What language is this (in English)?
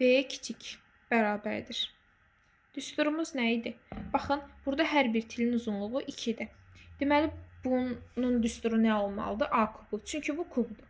Azerbaijani